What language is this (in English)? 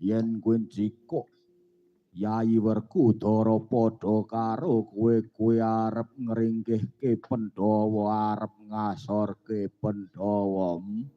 Javanese